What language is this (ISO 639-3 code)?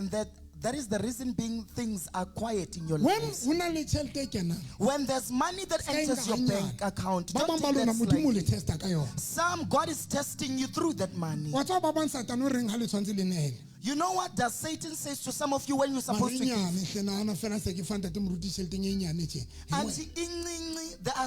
sot